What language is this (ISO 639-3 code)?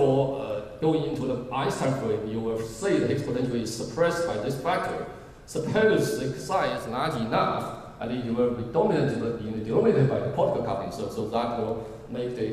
eng